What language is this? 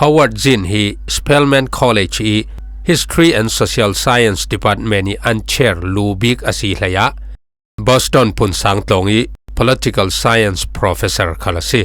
Falam Chin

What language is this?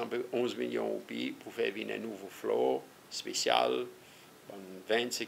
Seselwa Creole French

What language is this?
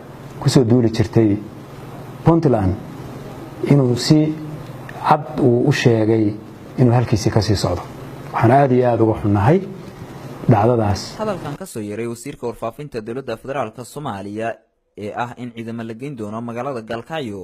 Somali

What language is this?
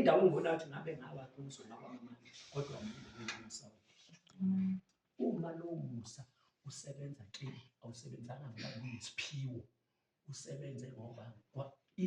Zulu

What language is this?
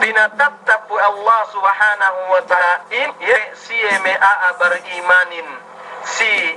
Yakan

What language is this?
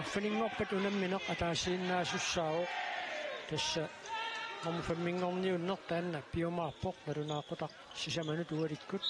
Kalaallisut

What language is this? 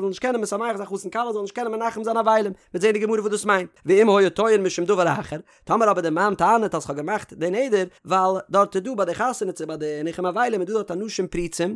Yiddish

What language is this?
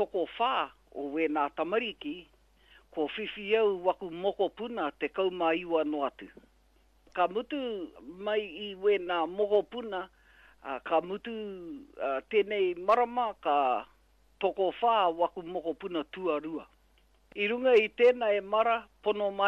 Māori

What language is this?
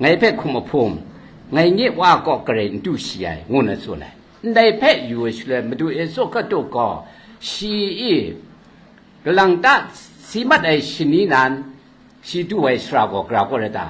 Kachin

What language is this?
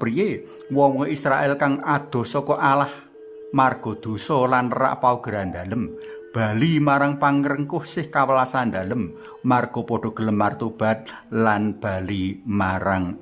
Javanese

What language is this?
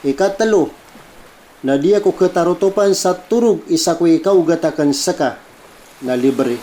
Maranao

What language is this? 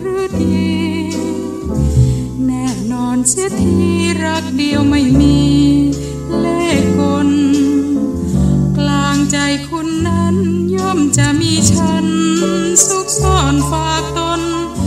Thai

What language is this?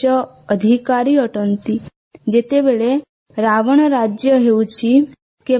Odia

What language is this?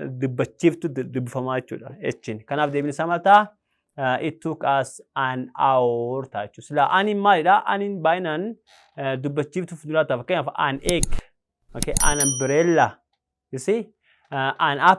Oromo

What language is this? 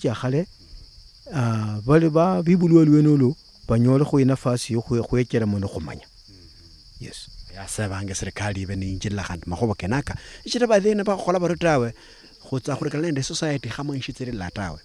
Luyia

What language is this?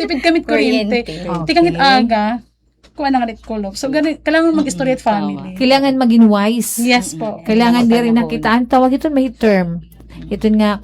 Waray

